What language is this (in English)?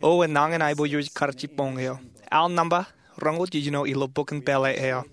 Marshallese